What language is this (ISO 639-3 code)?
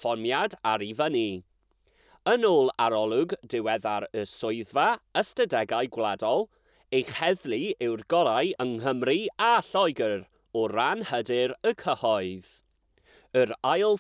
cym